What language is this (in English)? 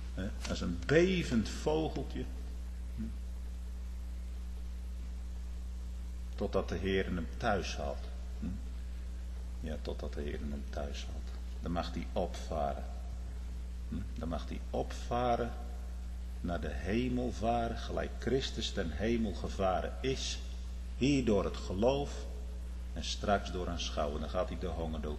Dutch